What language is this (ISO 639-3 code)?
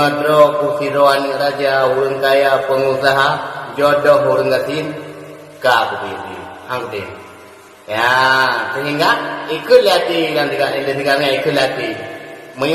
ace